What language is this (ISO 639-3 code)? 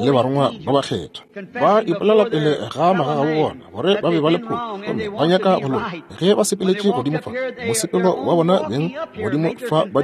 nso